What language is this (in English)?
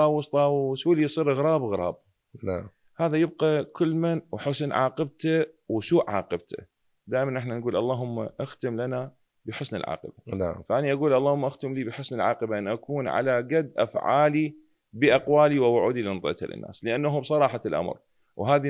Mesopotamian Arabic